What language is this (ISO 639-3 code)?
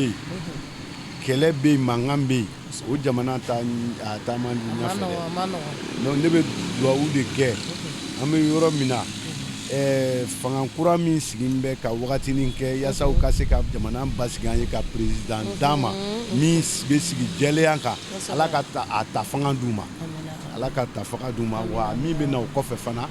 bam